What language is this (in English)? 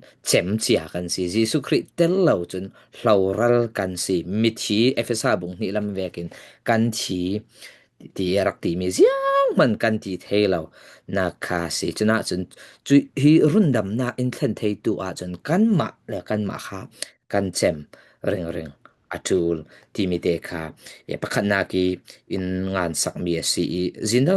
Falam Chin